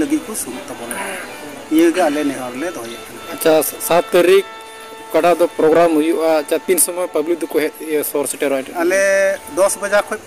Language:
Santali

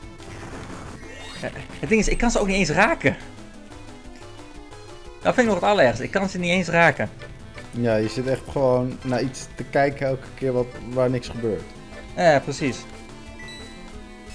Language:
Dutch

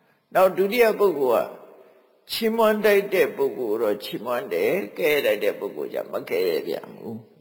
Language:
Burmese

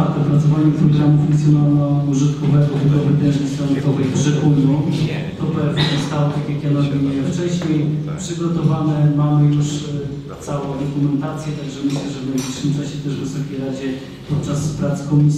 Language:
Polish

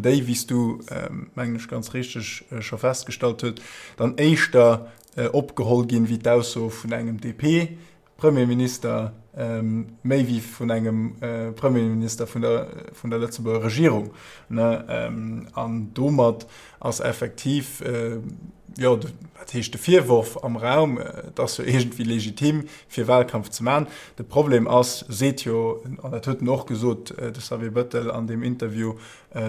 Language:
Luxembourgish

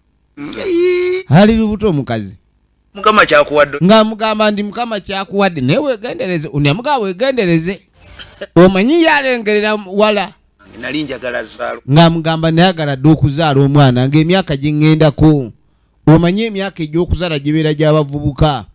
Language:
Ganda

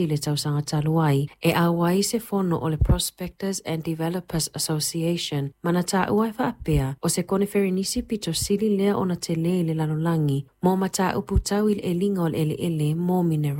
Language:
Samoan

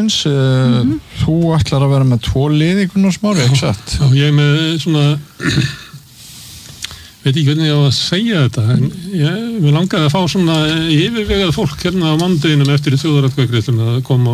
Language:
Icelandic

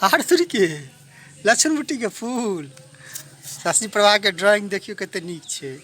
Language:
Maithili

